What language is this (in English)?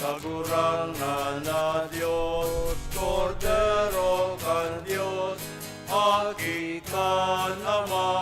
Bikol